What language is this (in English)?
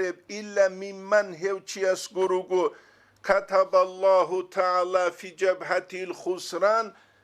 Avaric